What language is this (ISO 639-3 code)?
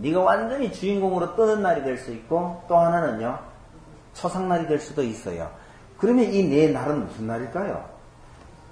kor